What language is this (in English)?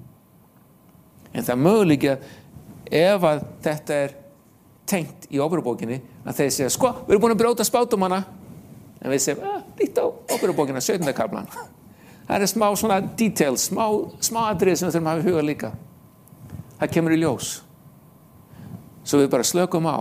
Icelandic